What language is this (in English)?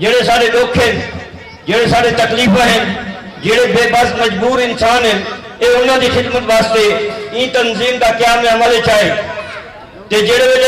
Saraiki